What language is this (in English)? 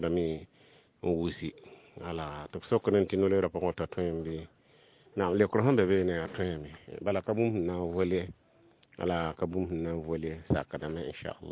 Mossi